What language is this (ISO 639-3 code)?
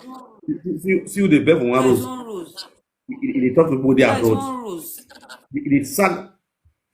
pcm